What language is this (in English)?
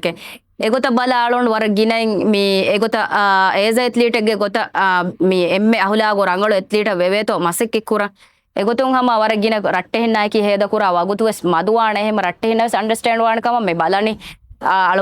Divehi